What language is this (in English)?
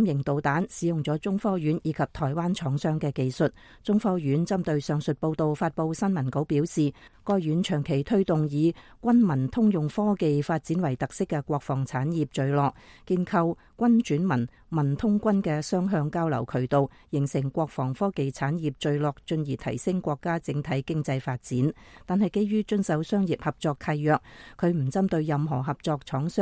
Cantonese